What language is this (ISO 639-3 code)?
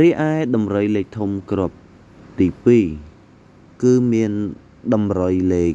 khm